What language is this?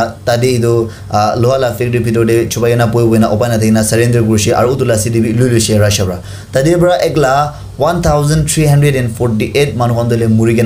Naga Pidgin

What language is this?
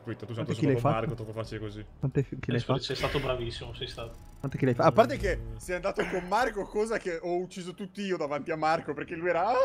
Italian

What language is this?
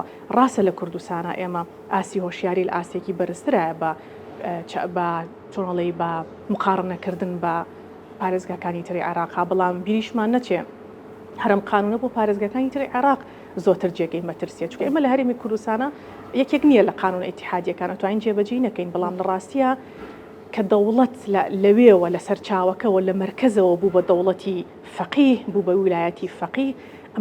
Central Kurdish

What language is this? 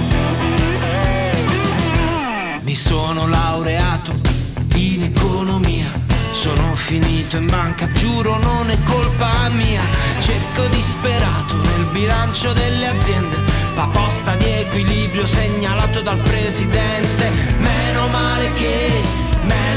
Italian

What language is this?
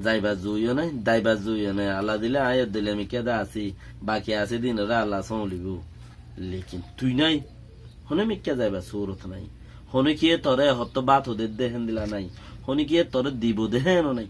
Rohingya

